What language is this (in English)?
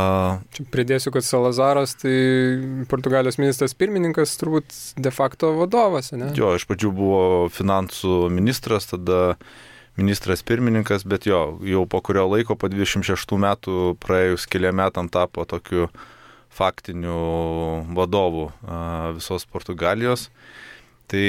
Lithuanian